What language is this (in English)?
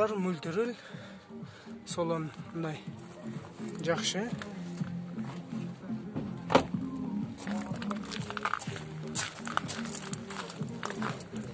Kyrgyz